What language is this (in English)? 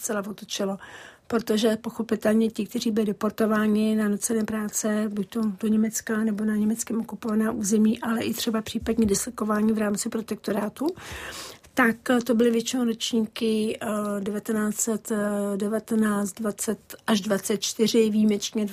Czech